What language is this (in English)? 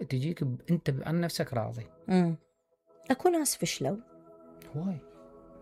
Mesopotamian Arabic